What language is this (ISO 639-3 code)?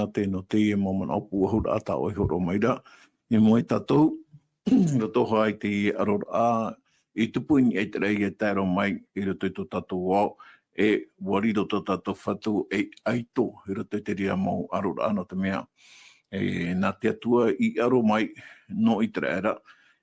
tah